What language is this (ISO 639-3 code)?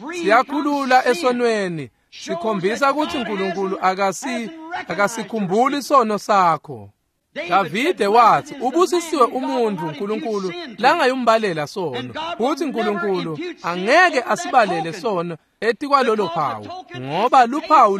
ssw